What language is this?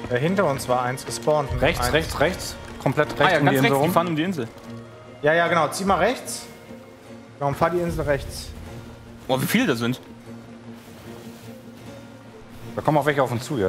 German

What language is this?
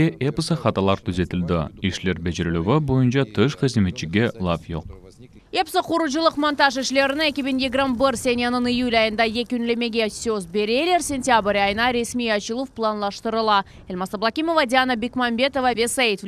Crimean Tatar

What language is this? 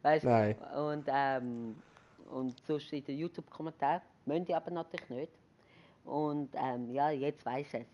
Swiss German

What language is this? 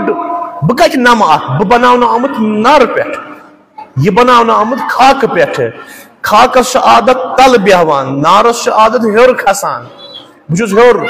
Kashmiri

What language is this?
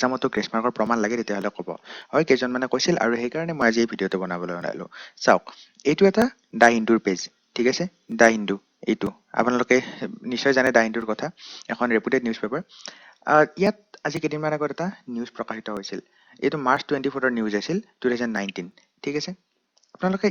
Assamese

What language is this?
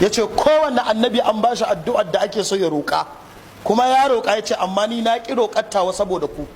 Hausa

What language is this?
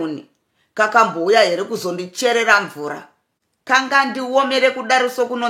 Shona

